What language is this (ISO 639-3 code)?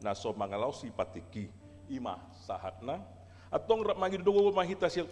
bbc